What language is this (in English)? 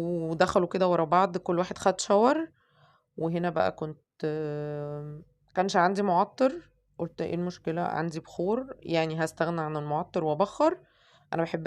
Egyptian Arabic